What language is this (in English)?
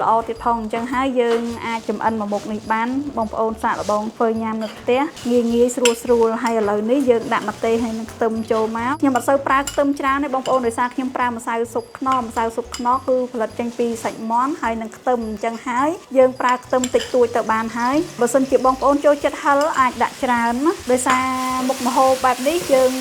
Khmer